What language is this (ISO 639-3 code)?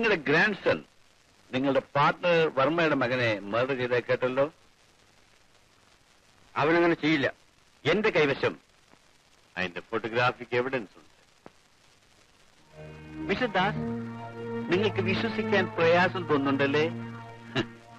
mal